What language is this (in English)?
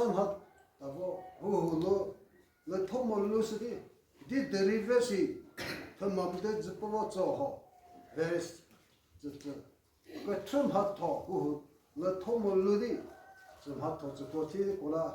Chokri Naga